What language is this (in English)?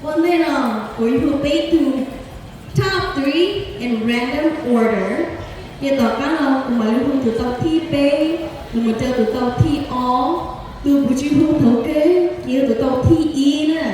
Hmong